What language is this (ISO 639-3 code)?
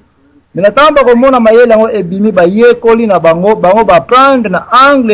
lin